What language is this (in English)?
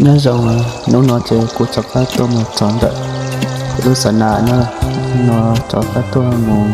Hmong